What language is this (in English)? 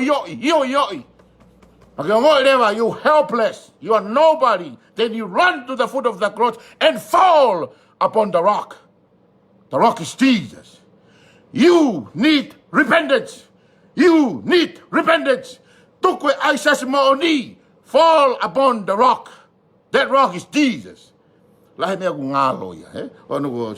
Tongan